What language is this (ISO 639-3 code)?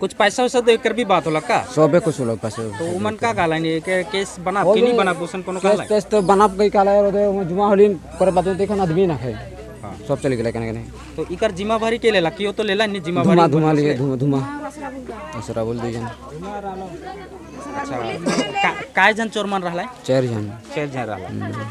sck